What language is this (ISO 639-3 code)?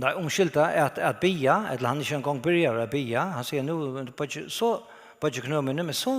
fao